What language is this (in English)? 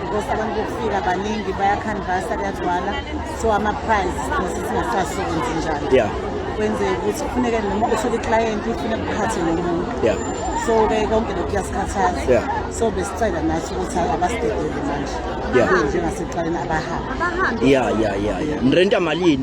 Zulu